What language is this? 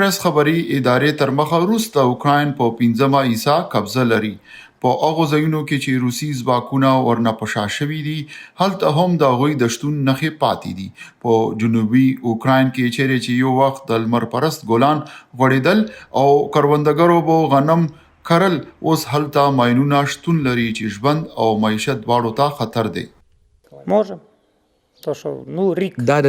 Pashto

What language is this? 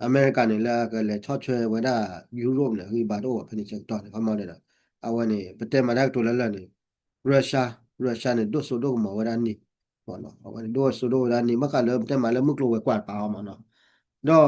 S'gaw Karen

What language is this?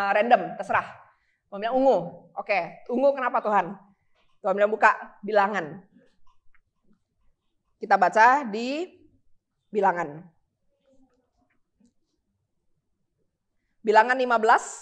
Indonesian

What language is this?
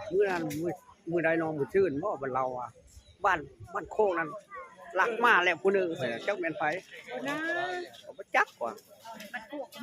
Northeastern Thai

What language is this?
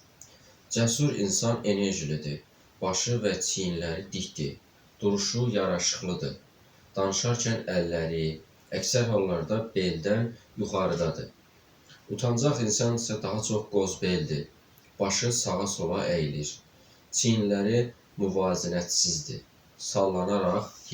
Azerbaijani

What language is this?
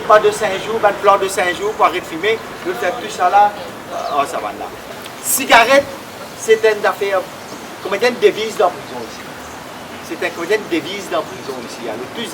Morisyen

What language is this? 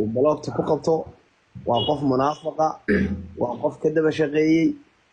Somali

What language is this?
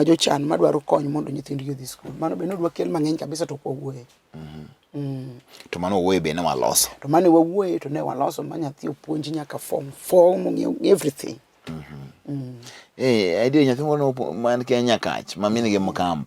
Luo (Kenya and Tanzania)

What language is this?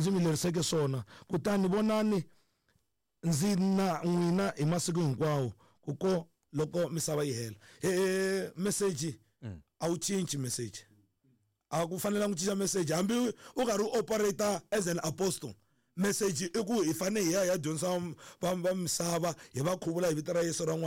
Tsonga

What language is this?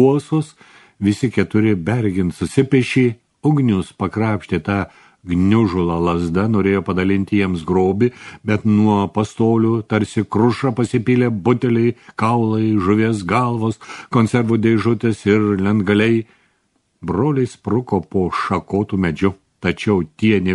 Lithuanian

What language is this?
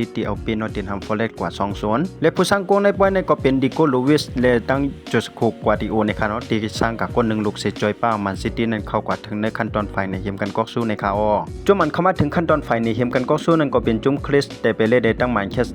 Shan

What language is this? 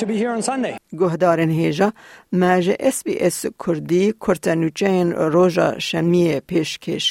Kurdish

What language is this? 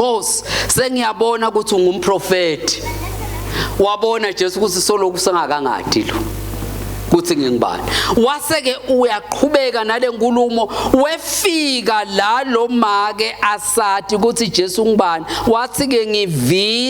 Swati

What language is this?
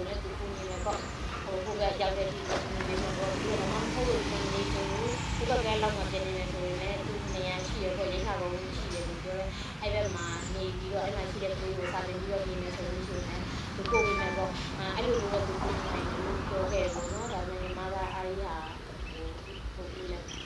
Burmese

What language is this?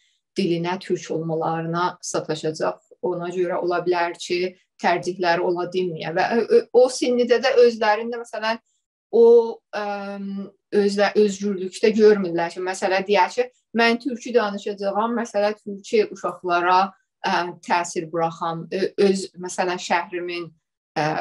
South Azerbaijani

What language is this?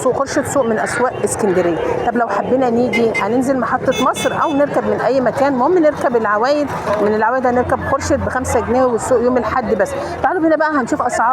Egyptian Arabic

